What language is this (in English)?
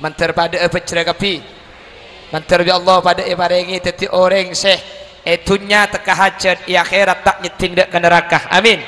Madurese